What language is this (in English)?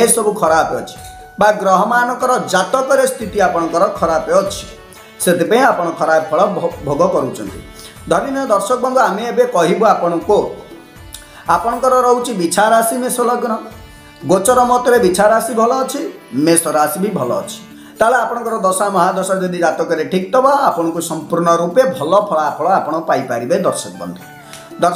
Odia